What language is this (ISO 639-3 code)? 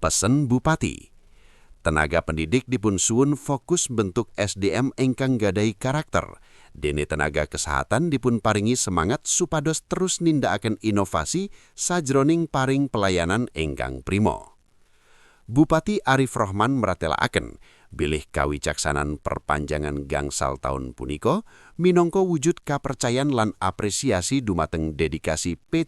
jav